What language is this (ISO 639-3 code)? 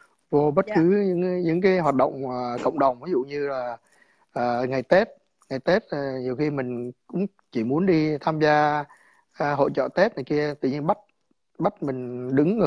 vie